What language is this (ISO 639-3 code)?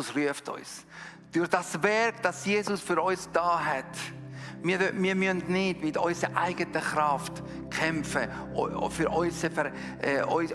gsw